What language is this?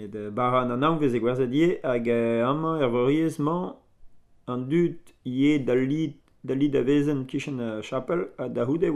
Breton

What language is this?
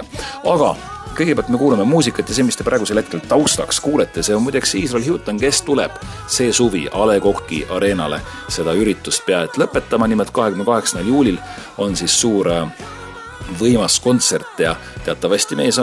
Estonian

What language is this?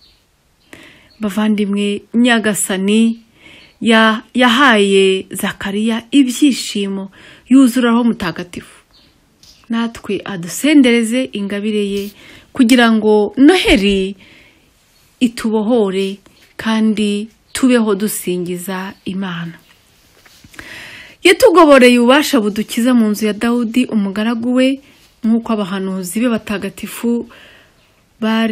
Kinyarwanda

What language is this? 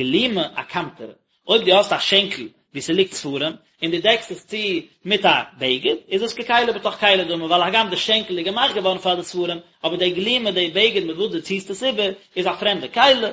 Yiddish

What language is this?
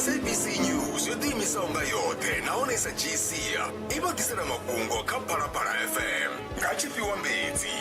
Venda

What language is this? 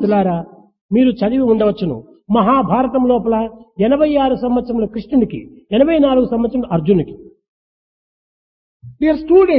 Telugu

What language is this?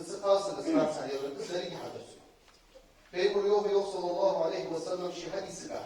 Ingush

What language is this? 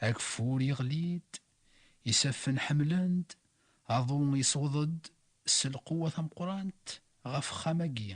Kabyle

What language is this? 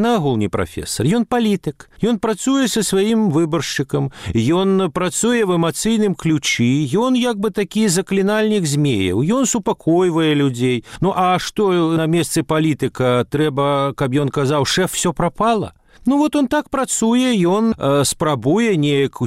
Belarusian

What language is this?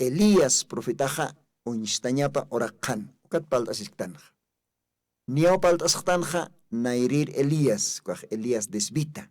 Aymara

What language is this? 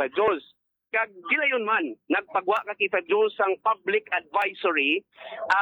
Hiligaynon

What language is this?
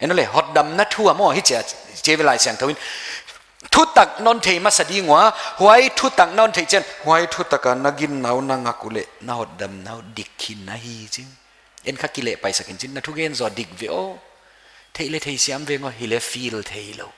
Paite Chin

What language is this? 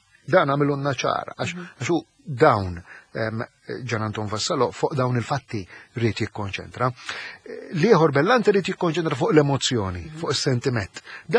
Maltese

